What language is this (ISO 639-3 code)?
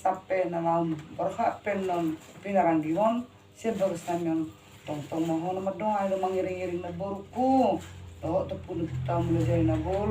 bbc